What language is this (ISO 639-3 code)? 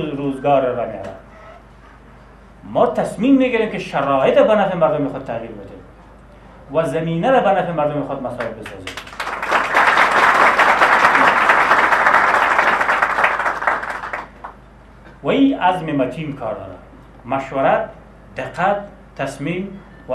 fas